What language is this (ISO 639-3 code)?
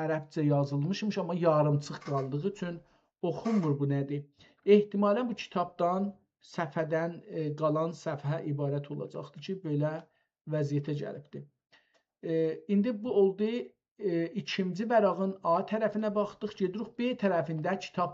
azb